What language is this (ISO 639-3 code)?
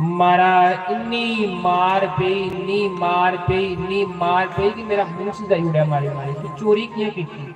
doi